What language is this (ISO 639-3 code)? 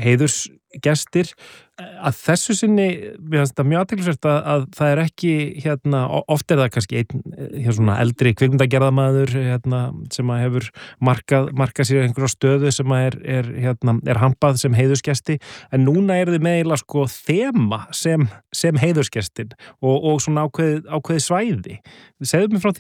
isl